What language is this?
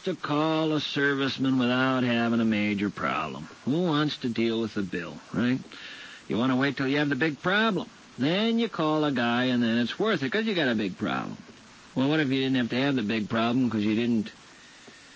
English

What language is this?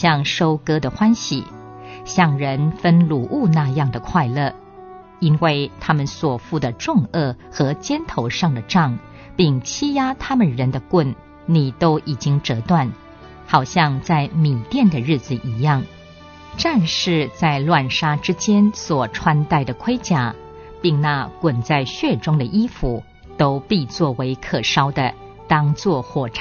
Chinese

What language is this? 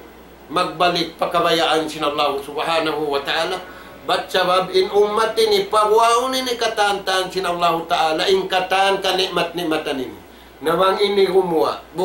Tausug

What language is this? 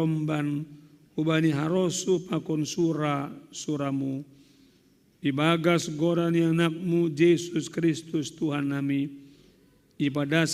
Batak Simalungun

